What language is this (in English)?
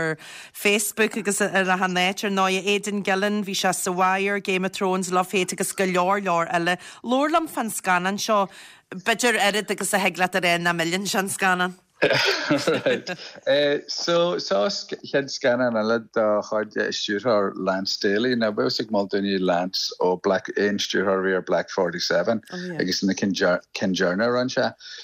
Irish